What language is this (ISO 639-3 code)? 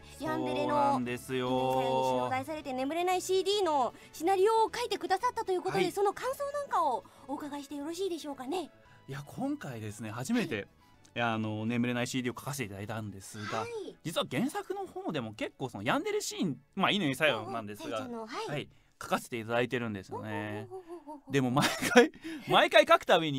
jpn